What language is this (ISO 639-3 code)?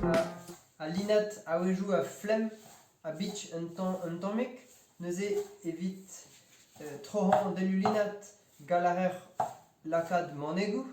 bre